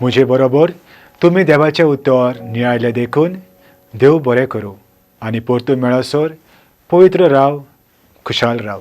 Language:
Konkani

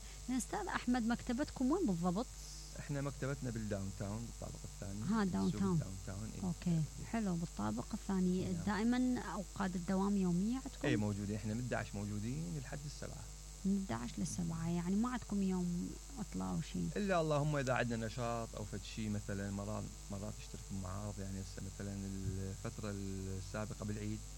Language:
Mesopotamian Arabic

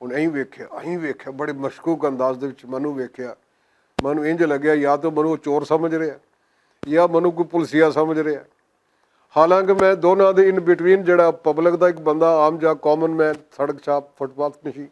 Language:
Western Panjabi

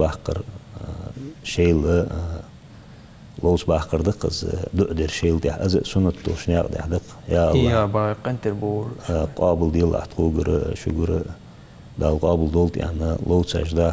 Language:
Ingush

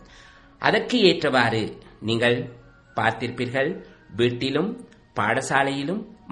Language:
Tamil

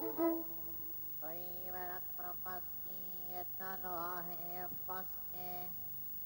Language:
Czech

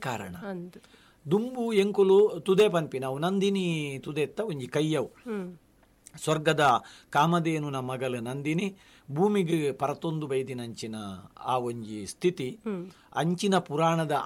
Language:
Tulu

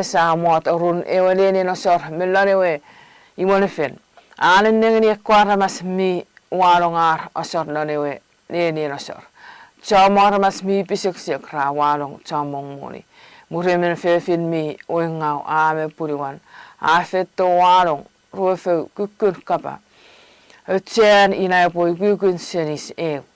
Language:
Chuukese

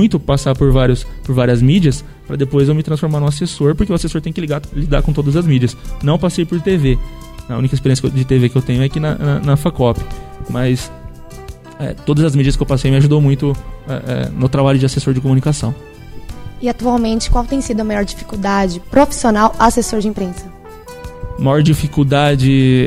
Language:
Portuguese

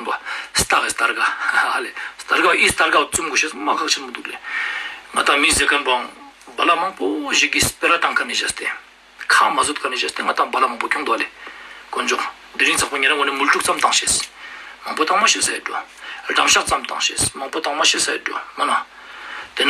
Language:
Ladakhi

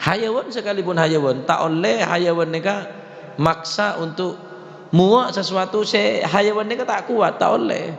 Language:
Madurese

